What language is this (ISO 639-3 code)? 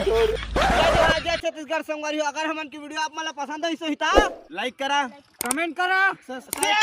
hne